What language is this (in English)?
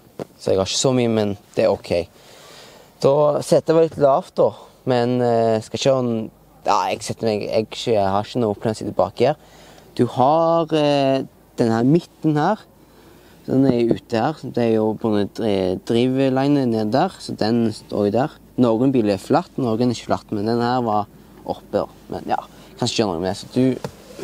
Norwegian